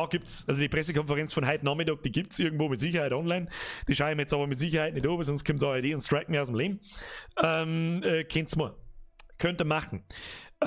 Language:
Bavarian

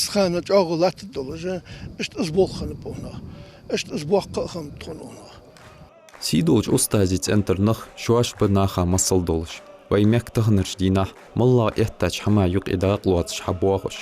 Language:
Ingush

